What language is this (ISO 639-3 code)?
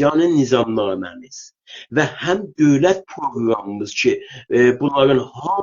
azb